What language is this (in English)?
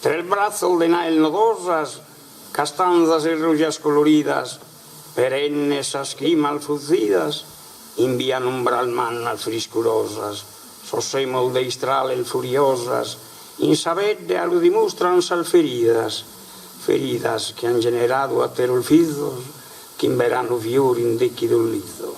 Sardinian